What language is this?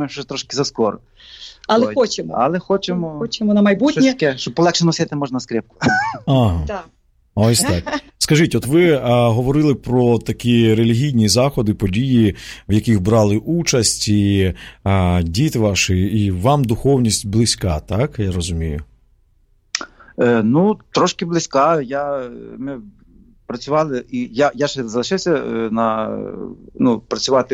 Ukrainian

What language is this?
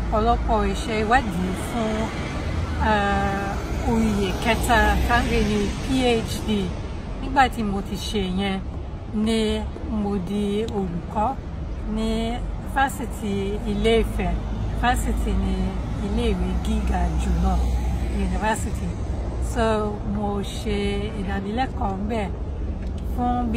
Yoruba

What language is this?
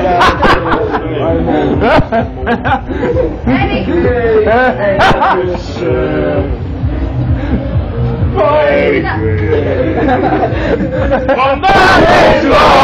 Dutch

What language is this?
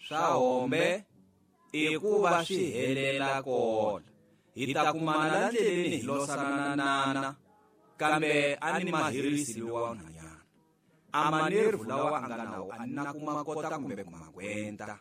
Tsonga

